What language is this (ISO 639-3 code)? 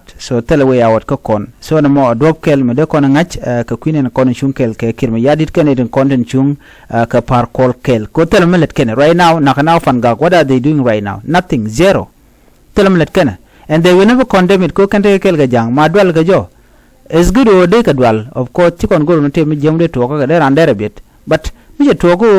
nus